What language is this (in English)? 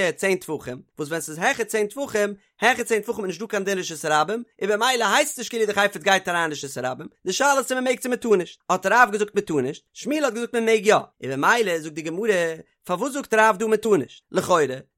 Yiddish